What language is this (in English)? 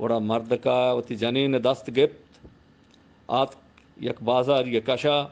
Eastern Balochi